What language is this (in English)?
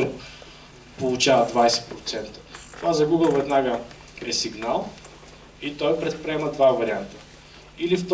Bulgarian